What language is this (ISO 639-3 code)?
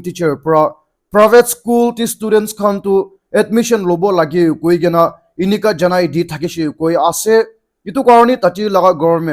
nag